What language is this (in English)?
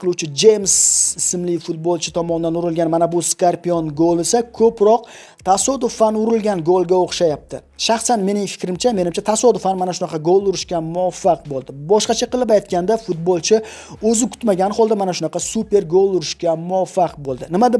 Uzbek